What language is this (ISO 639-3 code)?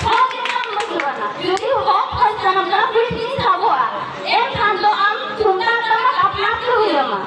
sat